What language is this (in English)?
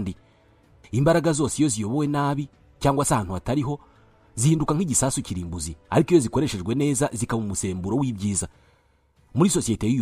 Kinyarwanda